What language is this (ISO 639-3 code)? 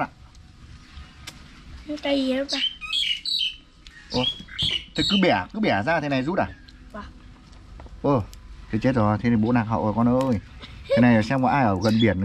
vie